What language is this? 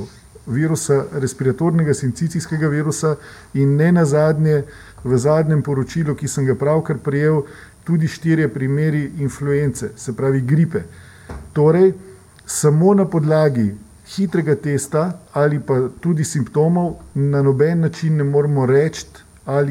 Slovenian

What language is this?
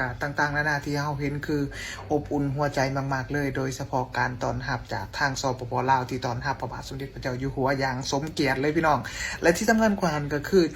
Lao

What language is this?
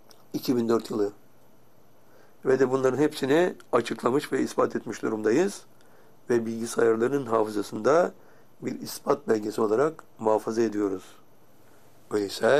Turkish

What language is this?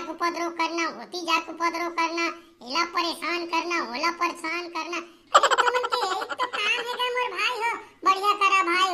Chhattisgarhi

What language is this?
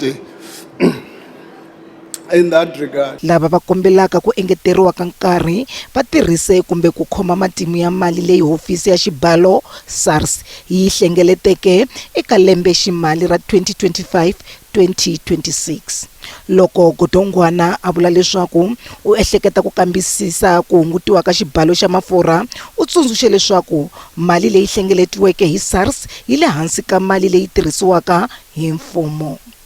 Tsonga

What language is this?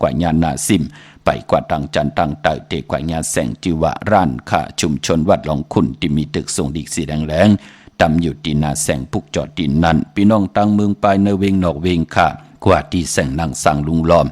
Shan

